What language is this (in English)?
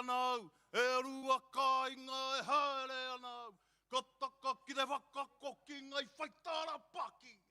Māori